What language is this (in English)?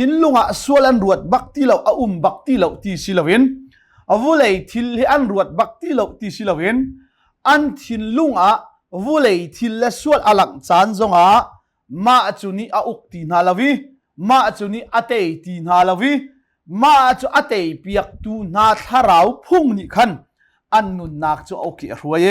Hakha Chin